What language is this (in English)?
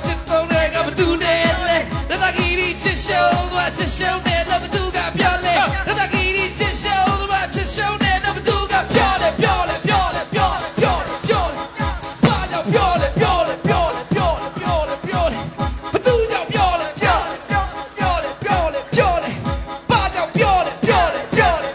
Burmese